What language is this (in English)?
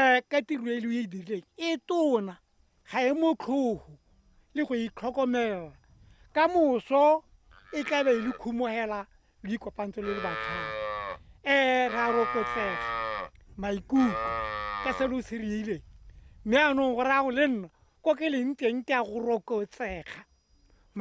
Tswana